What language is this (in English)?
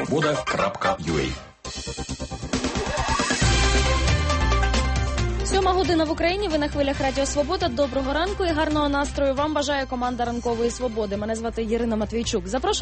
Ukrainian